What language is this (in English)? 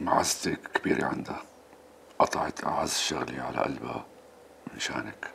North Levantine Arabic